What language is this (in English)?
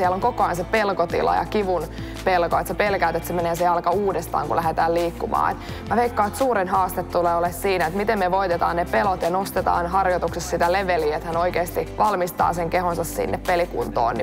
Finnish